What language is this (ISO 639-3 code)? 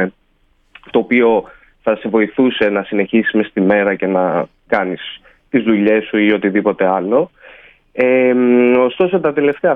ell